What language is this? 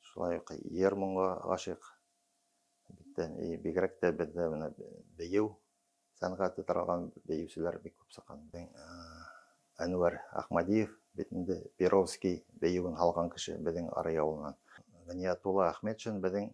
Bashkir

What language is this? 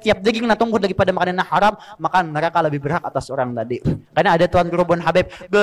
Banjar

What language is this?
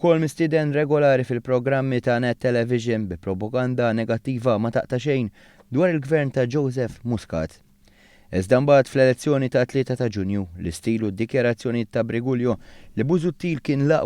Maltese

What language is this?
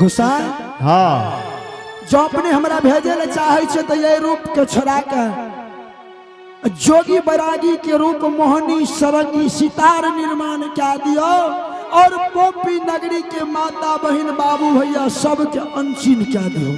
Angika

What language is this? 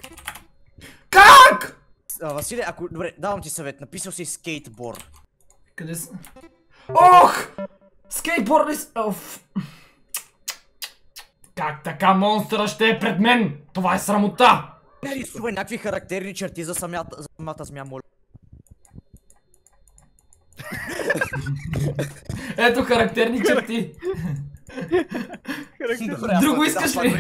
Bulgarian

